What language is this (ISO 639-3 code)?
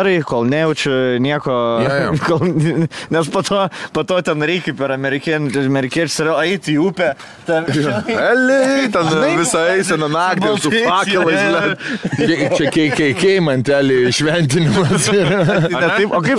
lit